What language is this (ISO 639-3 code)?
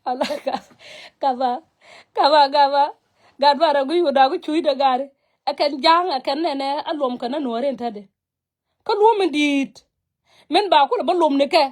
nus